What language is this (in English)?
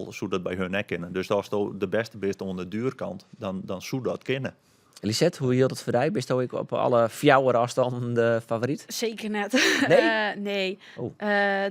Western Frisian